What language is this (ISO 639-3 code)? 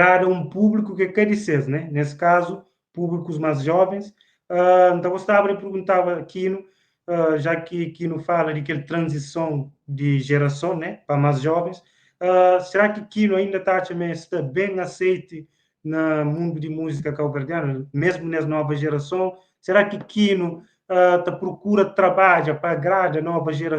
kea